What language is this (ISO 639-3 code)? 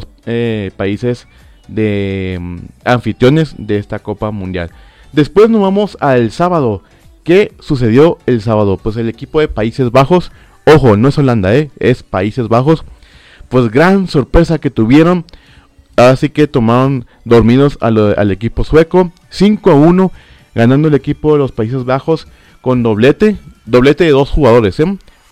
spa